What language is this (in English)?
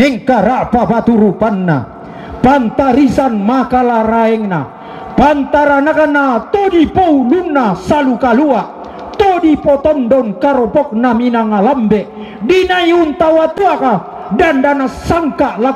Toraja-Sa'dan